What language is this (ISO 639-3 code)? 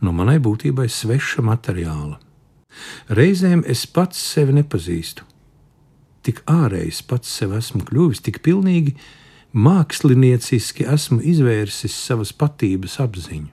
lav